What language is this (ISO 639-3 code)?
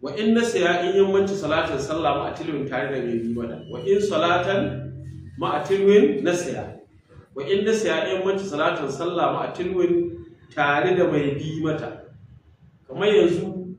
hau